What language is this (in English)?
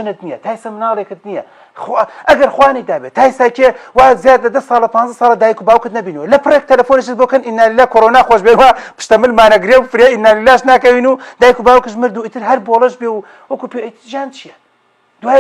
Central Kurdish